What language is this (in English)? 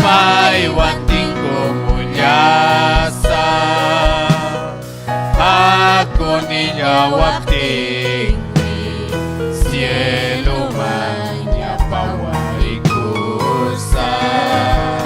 Ayacucho Quechua